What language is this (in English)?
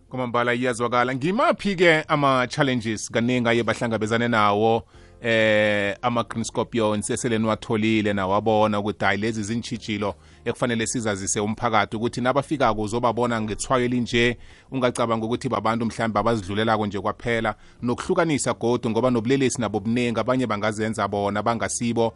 South Ndebele